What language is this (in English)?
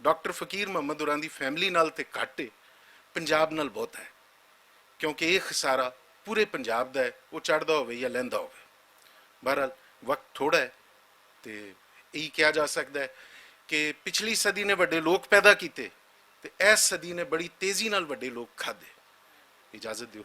Western Panjabi